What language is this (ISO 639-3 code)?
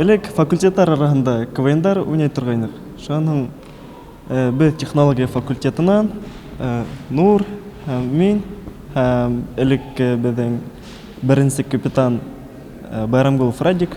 bak